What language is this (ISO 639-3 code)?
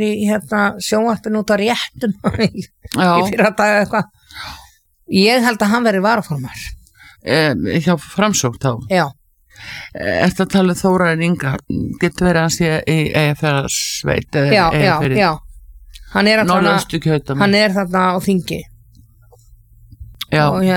isl